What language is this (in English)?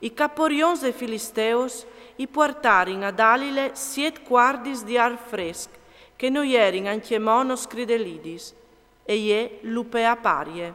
Friulian